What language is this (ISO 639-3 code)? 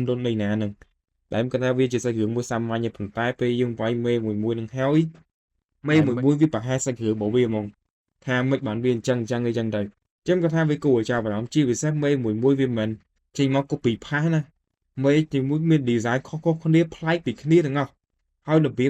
khm